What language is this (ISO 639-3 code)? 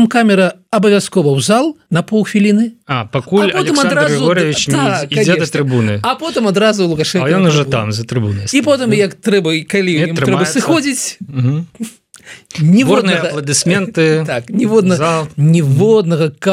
bel